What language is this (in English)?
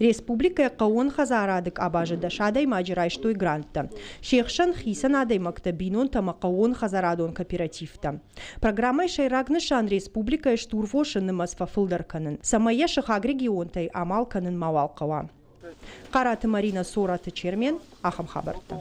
Ossetic